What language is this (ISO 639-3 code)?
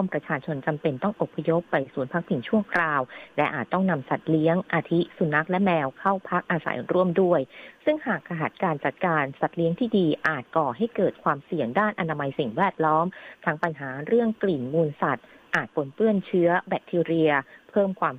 tha